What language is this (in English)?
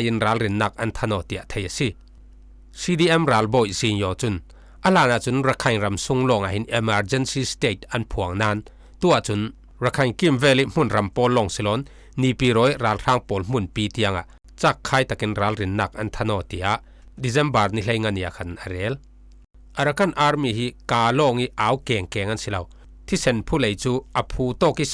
Falam Chin